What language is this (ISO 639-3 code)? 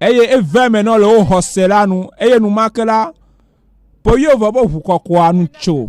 ewe